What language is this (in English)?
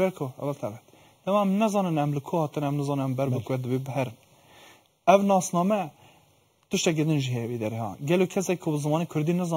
Kurdish